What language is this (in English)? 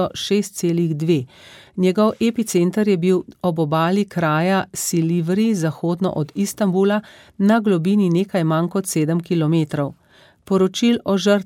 Slovenian